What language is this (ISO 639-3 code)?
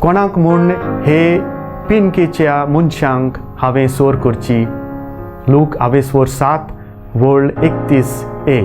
kok